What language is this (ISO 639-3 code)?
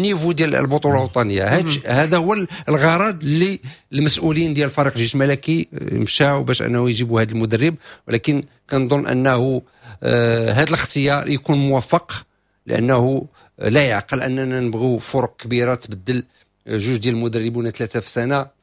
ary